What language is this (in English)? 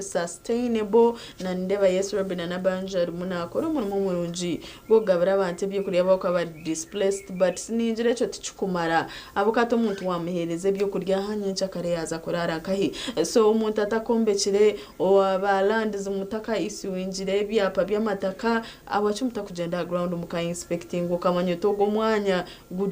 Nyankole